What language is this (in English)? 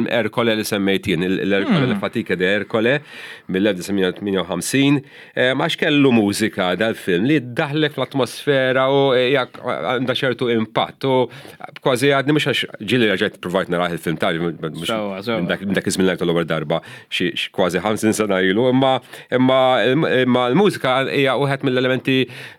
Maltese